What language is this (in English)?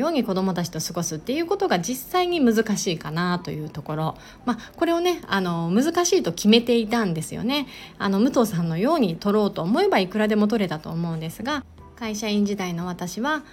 Japanese